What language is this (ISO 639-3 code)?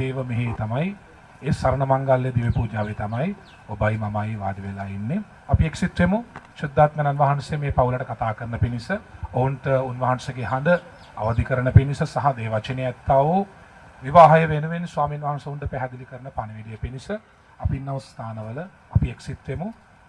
sin